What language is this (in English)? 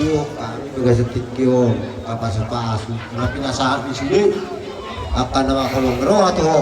Batak Toba